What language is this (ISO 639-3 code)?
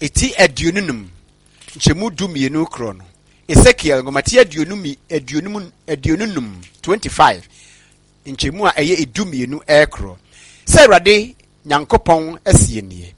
aka